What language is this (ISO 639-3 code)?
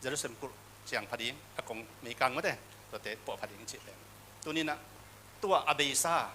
ctd